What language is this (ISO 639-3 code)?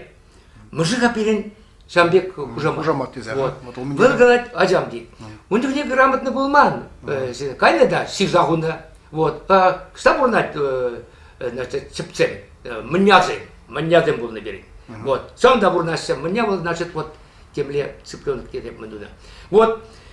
chv